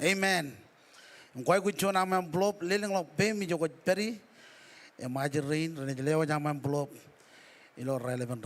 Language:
Marshallese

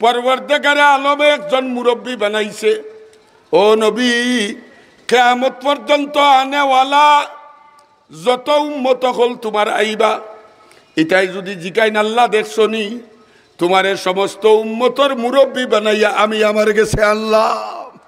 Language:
Sylheti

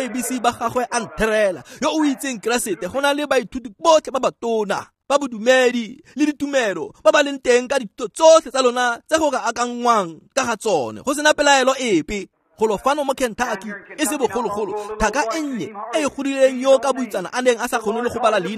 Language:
Tswana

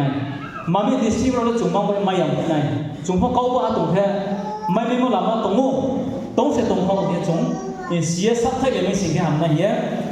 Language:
Riang (India)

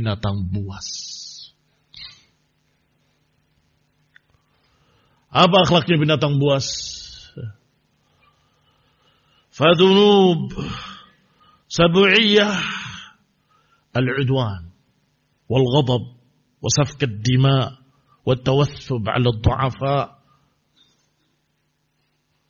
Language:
Indonesian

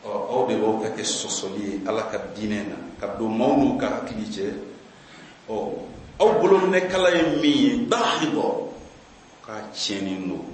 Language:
Bambara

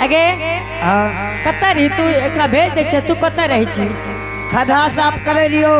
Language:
Angika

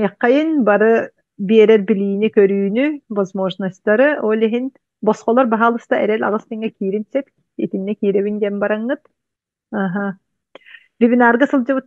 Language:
Yakut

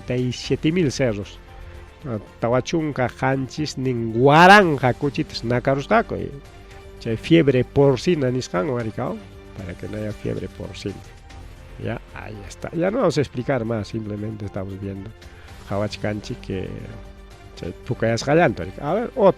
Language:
Ayacucho Quechua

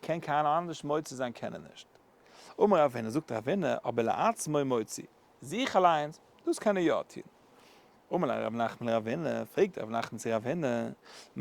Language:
Yiddish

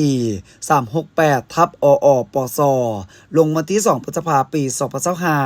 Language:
Lao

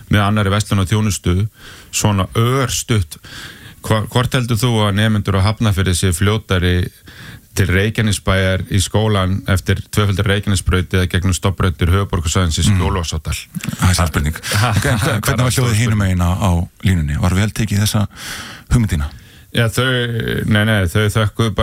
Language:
Icelandic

